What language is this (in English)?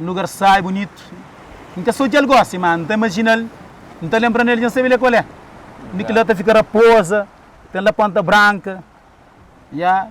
Kabuverdianu